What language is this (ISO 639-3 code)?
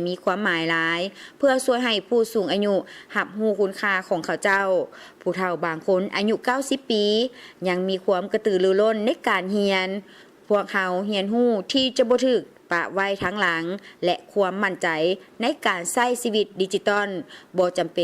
lao